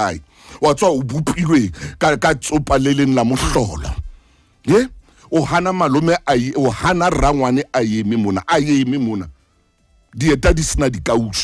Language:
Southern Sotho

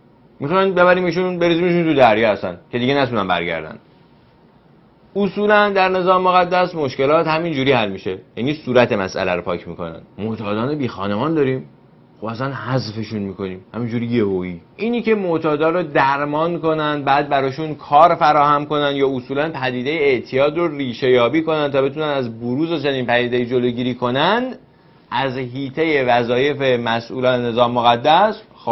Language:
Persian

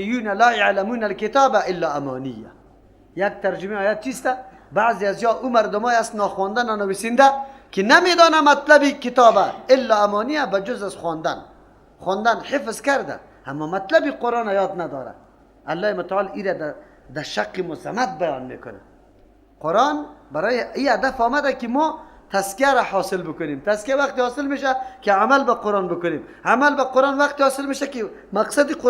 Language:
Persian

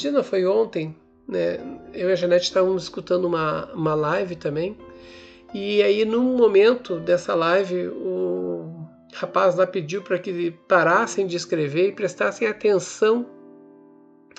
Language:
Portuguese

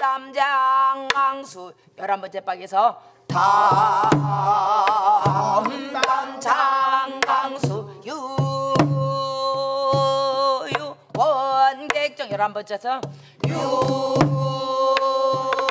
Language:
Korean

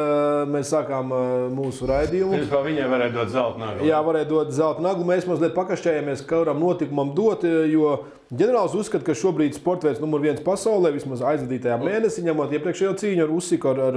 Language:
Latvian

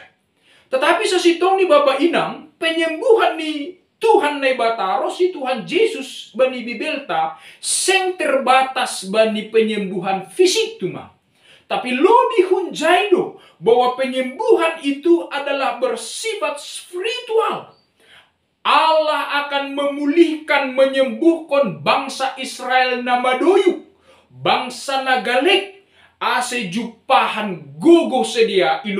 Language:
Batak Simalungun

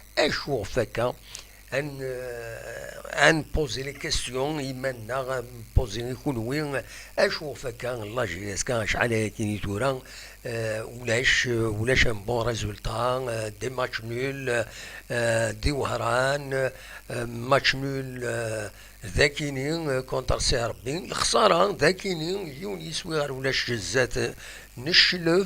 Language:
Kabyle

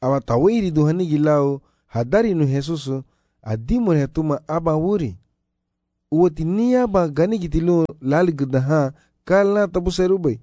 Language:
Garifuna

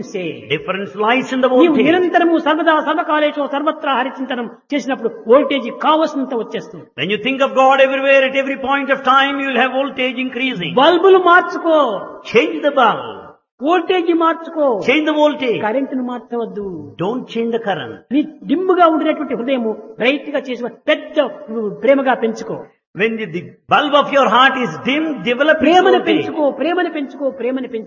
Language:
Telugu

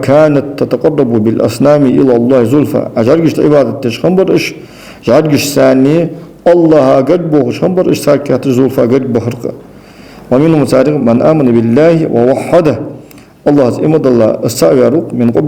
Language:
Ingush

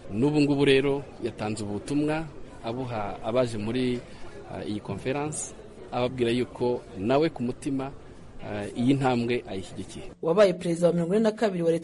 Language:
Kinyarwanda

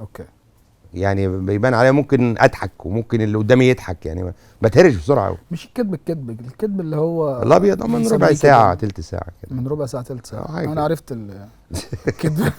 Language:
Egyptian Arabic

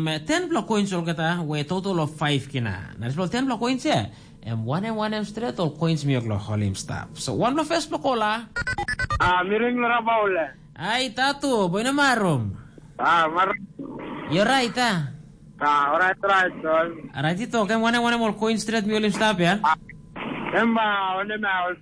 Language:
Tok Pisin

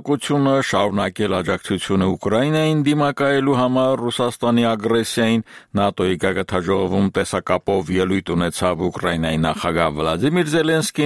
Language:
Armenian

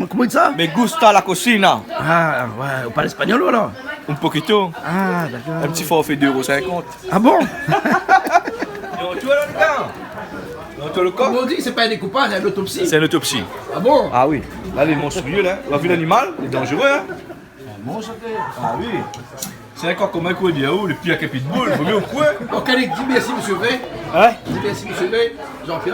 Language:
Réunion Creole French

